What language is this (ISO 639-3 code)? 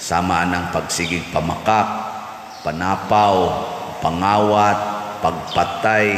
ceb